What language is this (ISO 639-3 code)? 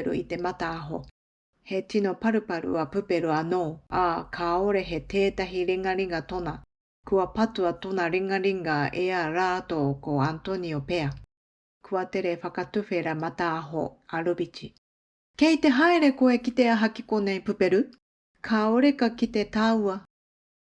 mri